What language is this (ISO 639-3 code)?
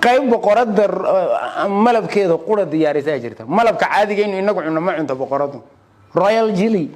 som